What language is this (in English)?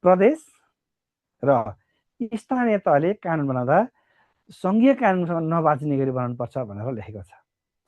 Nepali